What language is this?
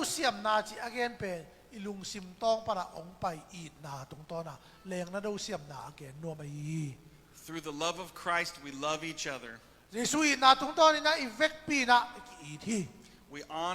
Tedim Chin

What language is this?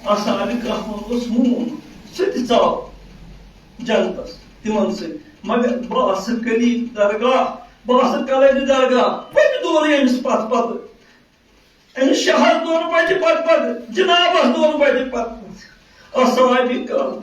Kashmiri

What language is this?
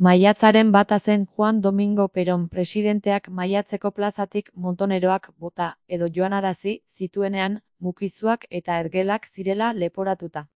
Basque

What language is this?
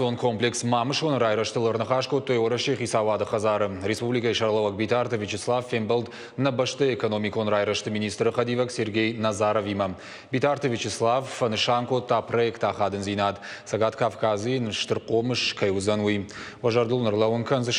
Ossetic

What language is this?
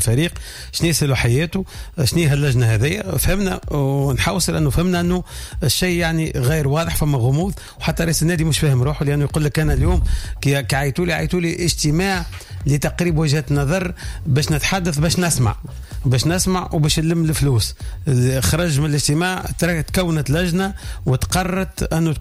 Tunisian Arabic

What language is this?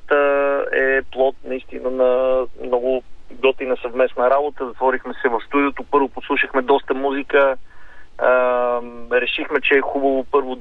Bulgarian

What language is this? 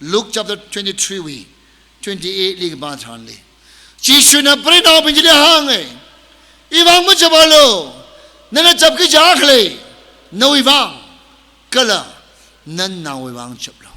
Tangkhul Naga (India)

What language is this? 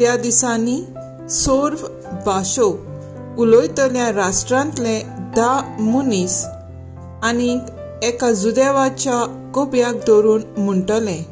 Konkani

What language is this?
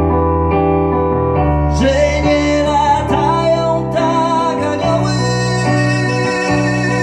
Polish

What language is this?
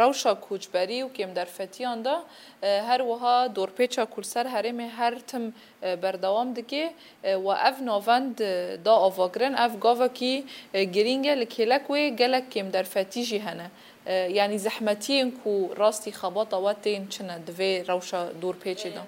Kurdish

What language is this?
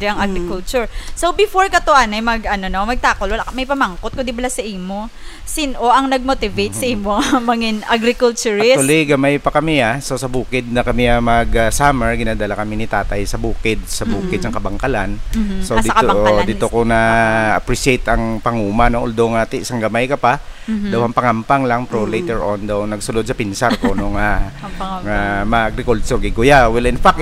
Hiligaynon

